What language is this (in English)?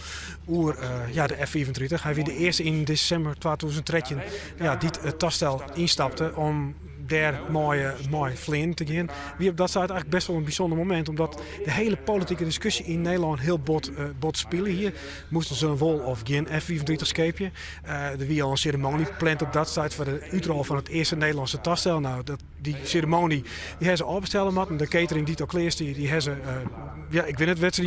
Western Frisian